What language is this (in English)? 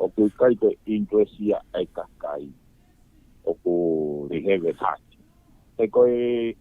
Tongan